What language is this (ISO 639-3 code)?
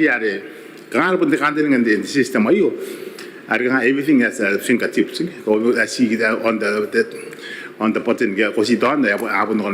gil